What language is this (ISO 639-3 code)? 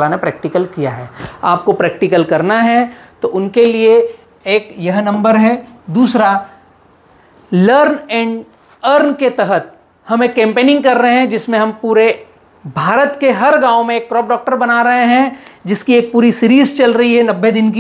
hin